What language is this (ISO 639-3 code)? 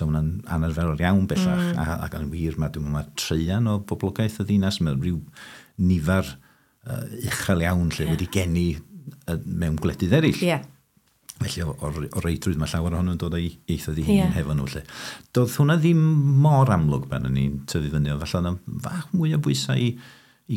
cym